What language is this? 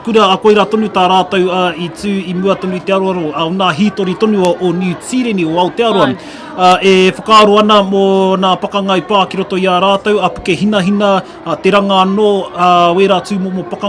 Māori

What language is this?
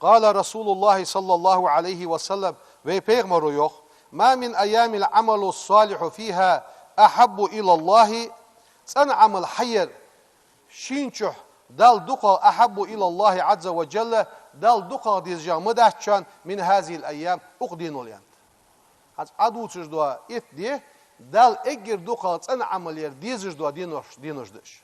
Ingush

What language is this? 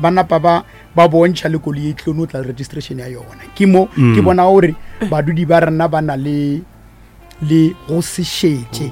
Northern Sotho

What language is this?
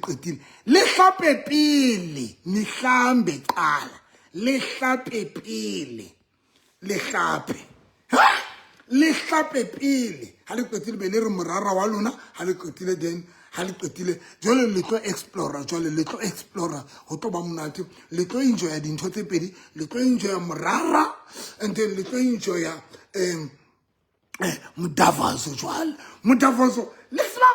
Southern Sotho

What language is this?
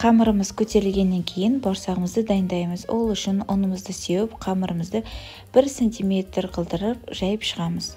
Kazakh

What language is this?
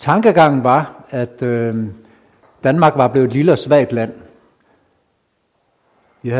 Danish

